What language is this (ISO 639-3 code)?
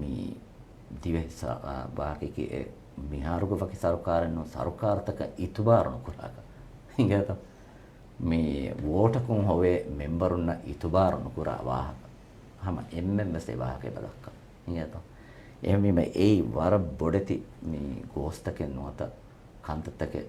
div